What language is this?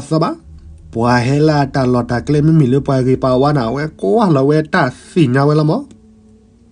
S'gaw Karen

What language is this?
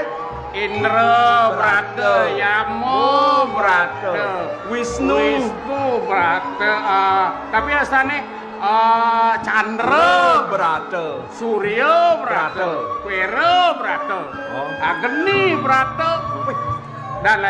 Balinese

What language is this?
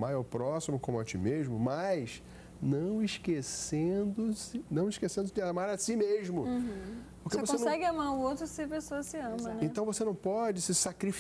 Portuguese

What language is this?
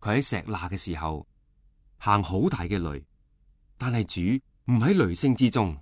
Cantonese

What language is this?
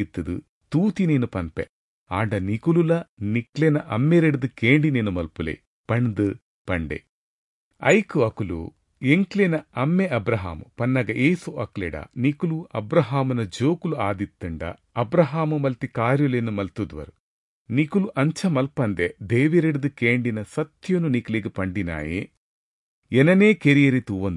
Tulu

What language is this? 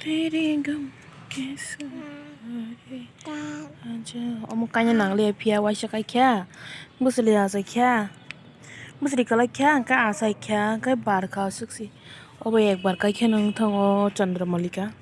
Kok Borok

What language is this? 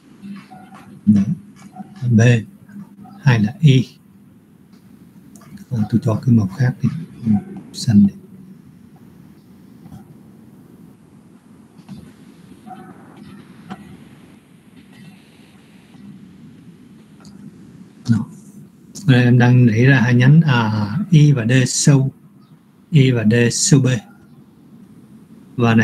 Vietnamese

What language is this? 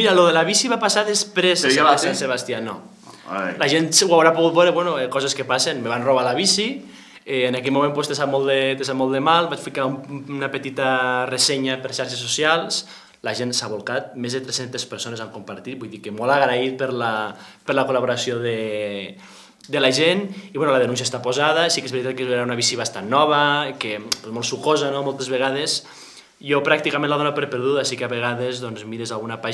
Catalan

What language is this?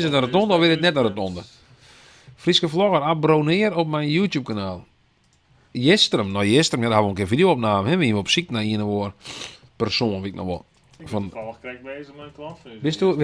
Western Frisian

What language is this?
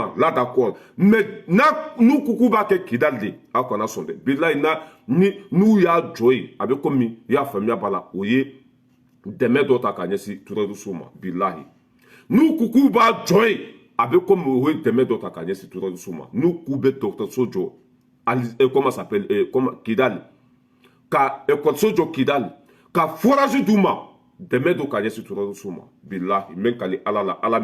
Bambara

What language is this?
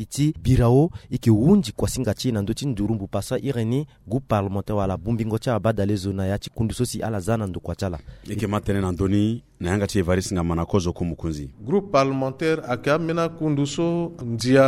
Sango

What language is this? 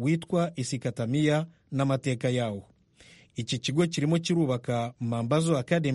Kinyarwanda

